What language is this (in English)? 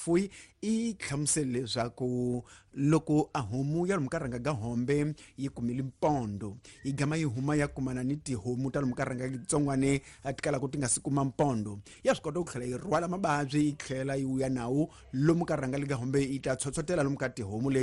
Tsonga